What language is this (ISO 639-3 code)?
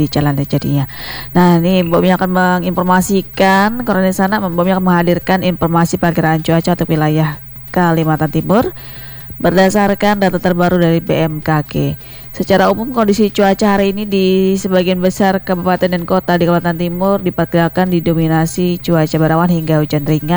ind